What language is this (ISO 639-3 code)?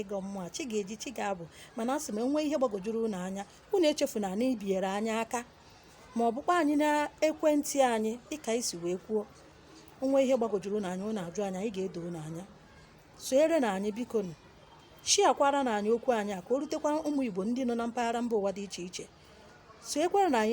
ibo